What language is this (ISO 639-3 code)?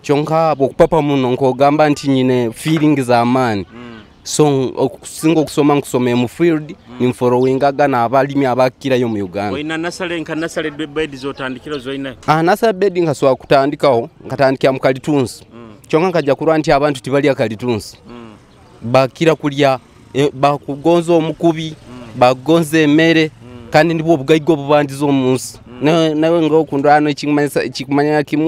nyo